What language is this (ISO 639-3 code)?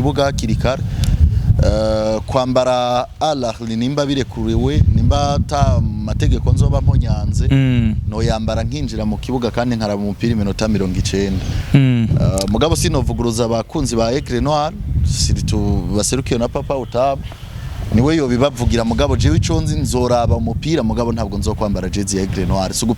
run